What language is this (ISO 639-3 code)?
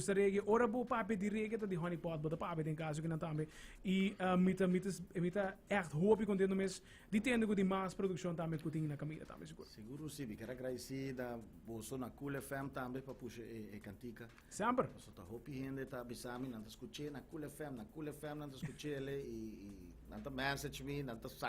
pap